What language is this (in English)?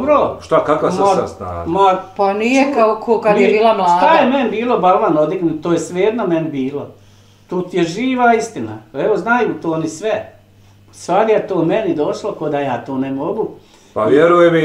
Bosnian